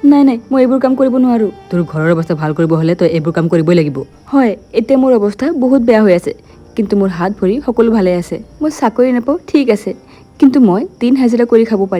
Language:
Assamese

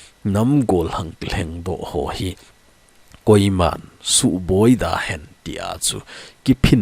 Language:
Thado Chin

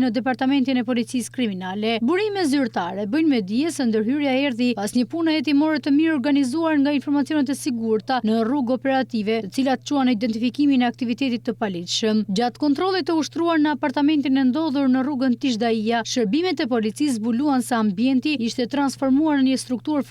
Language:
Albanian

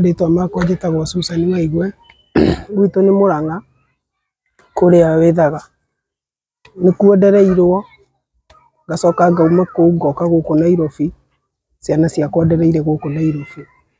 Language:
Kikuyu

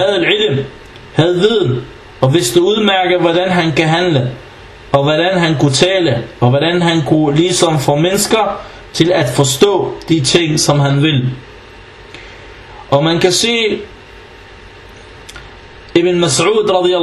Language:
Danish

